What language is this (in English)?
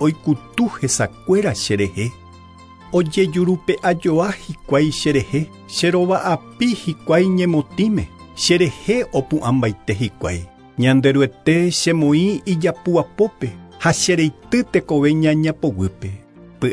Guarani